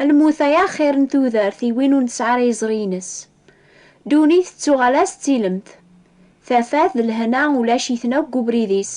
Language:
Kabyle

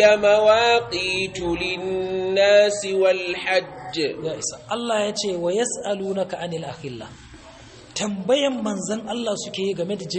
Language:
Hausa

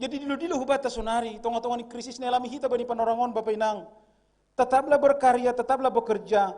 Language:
Batak Simalungun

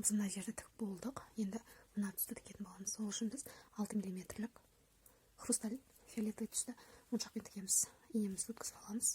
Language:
Kazakh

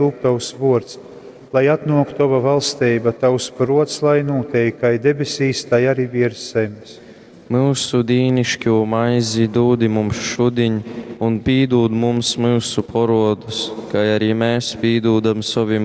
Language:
Latgalian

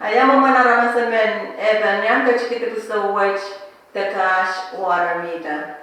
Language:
Pohnpeian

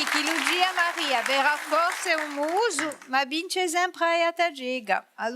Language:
Corsican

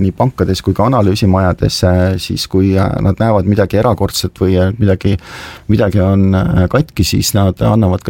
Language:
Estonian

